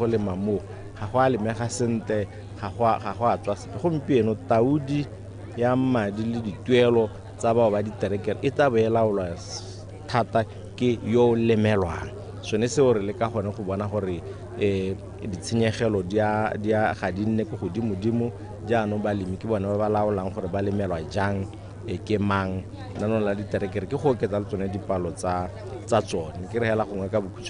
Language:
Tswana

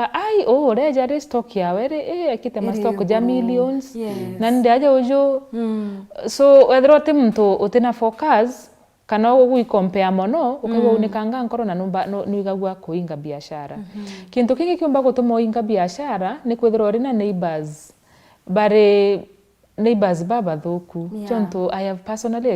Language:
Meru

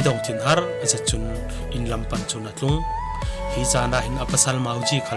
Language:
Falam Chin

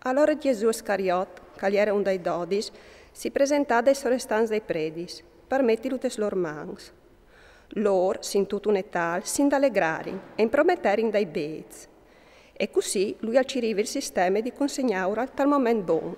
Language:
Friulian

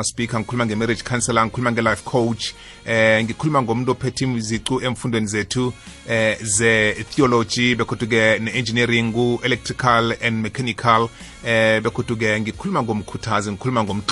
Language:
South Ndebele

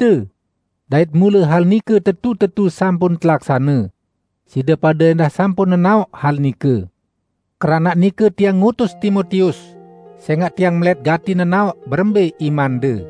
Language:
Sasak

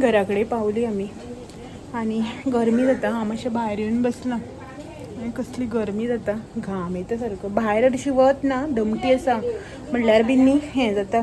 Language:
Konkani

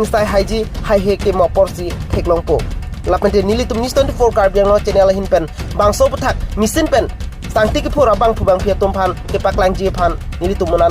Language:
Karbi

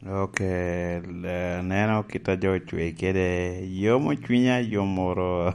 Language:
Lango (Uganda)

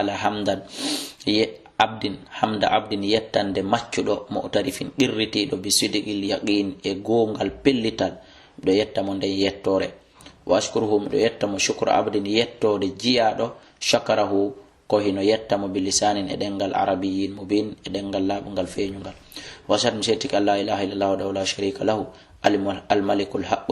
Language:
Fula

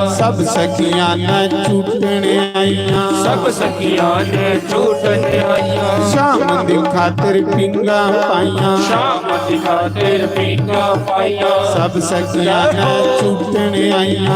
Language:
Dogri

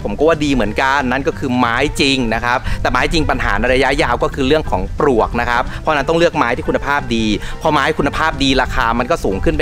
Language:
Thai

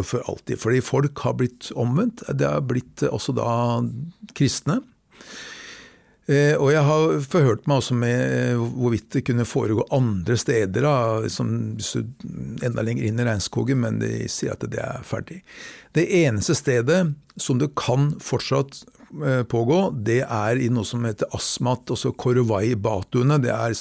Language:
Norwegian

